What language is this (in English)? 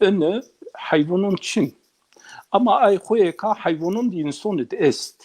Zaza